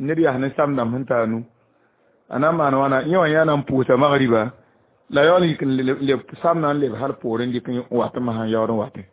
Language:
Mossi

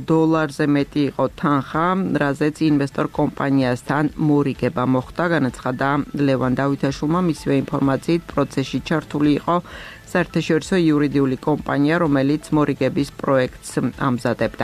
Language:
Georgian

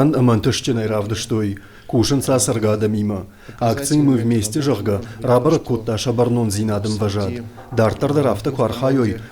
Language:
Ossetic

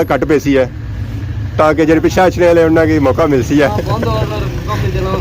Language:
Pahari-Potwari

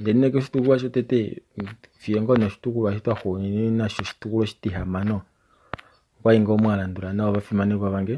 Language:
Kuanyama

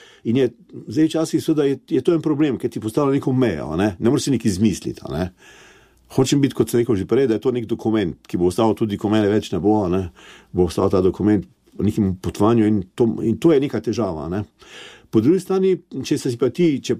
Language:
Slovenian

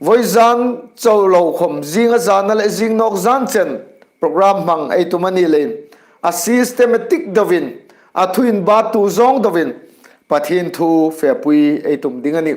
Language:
Hmar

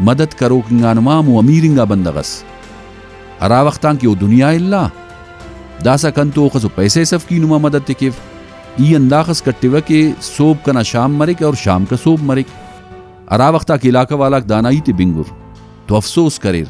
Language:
Brahui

